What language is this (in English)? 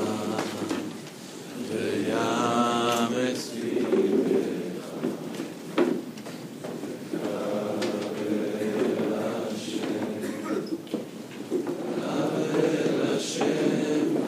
Hebrew